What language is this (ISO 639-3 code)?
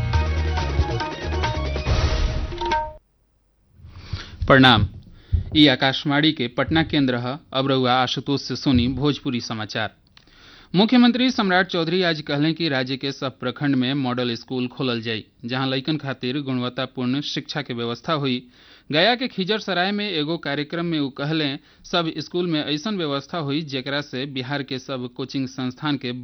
bho